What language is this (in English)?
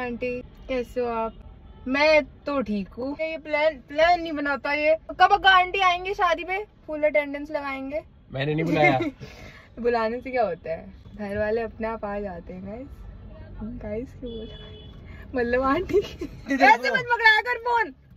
Hindi